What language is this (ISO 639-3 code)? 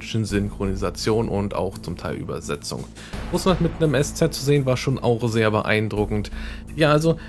deu